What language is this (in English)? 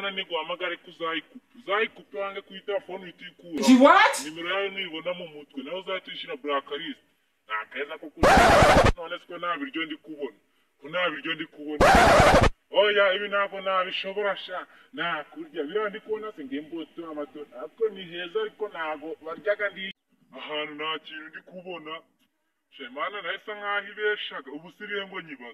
Kinyarwanda